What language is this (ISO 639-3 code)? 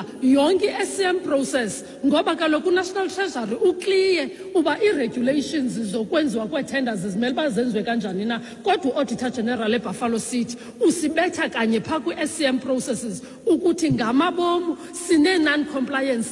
xho